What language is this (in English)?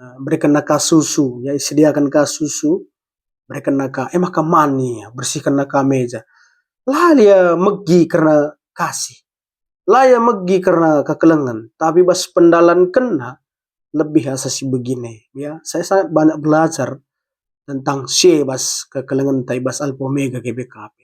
Batak Karo